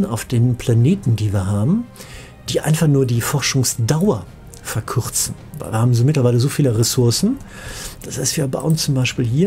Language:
German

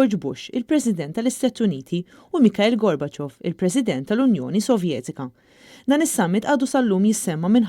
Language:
Maltese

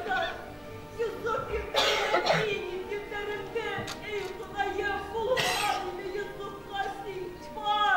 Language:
Bashkir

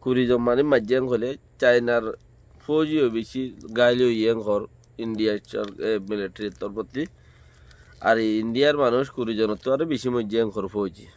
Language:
Rohingya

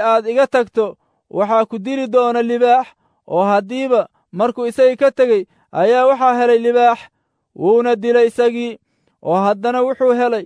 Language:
Somali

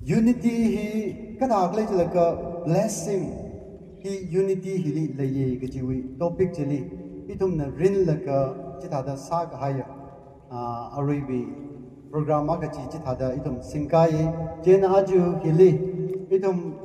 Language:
Tangkhul Naga (India)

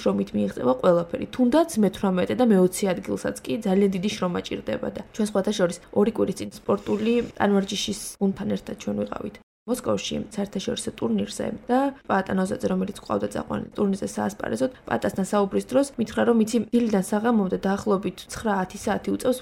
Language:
Georgian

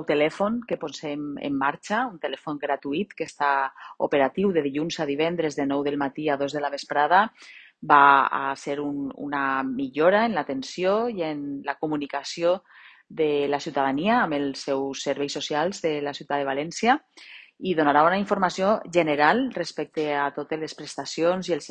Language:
Catalan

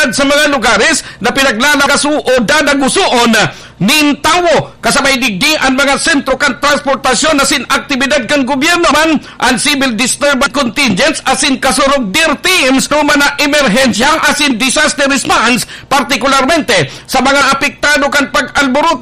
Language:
Bikol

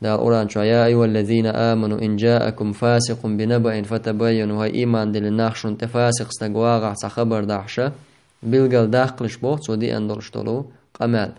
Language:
Chechen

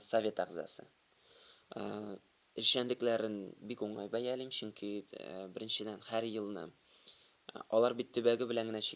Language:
Tatar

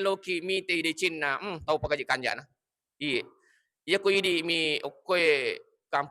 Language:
Buginese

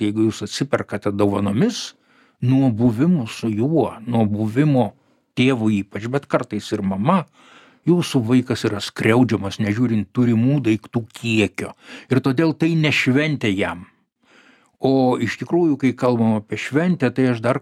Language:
Lithuanian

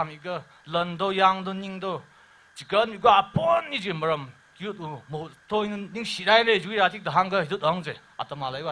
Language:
Tangkhul Naga (India)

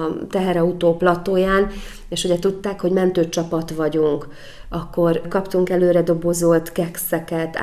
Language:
Hungarian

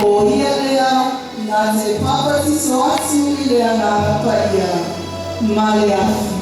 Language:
Samoan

